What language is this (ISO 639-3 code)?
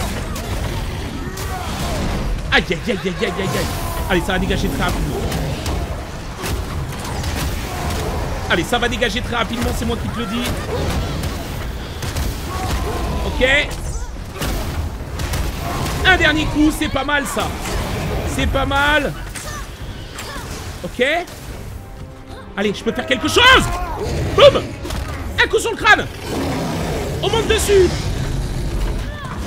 fra